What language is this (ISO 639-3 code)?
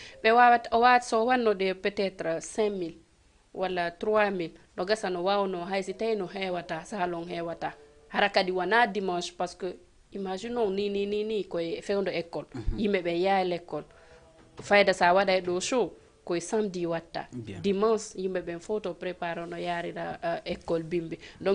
ful